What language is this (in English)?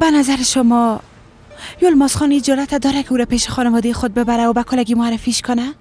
Persian